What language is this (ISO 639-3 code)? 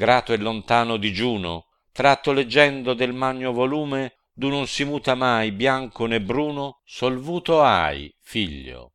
ita